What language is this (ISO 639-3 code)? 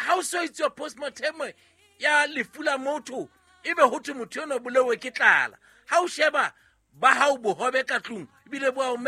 sot